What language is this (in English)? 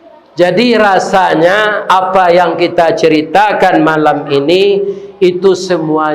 Minangkabau